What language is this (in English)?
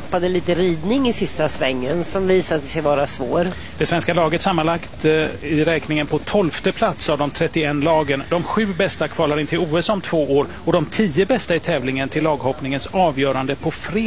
Swedish